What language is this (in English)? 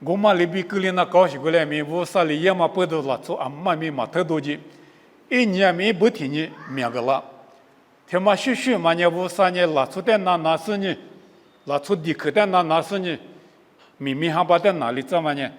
Lisu